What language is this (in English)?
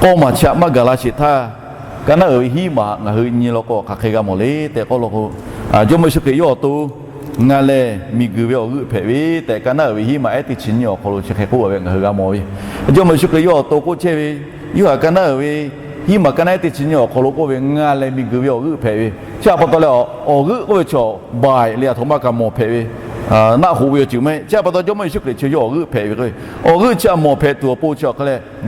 Lahu